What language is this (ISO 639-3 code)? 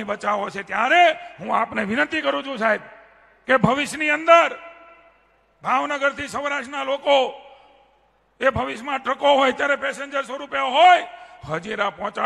guj